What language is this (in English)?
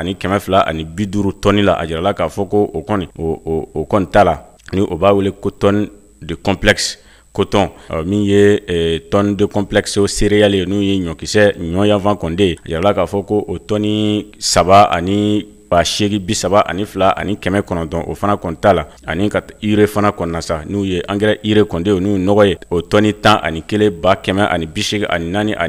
Bambara